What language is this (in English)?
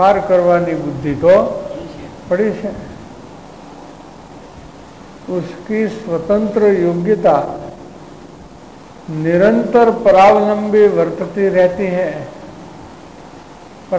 Gujarati